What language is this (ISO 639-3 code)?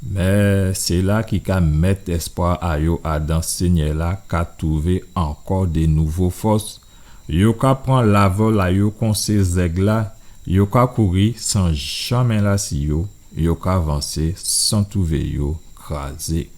gcf